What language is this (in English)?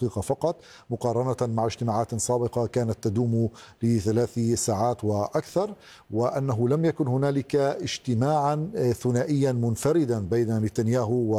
Arabic